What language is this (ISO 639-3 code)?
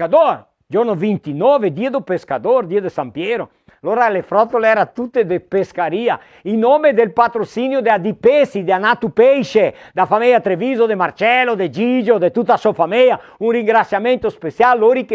vec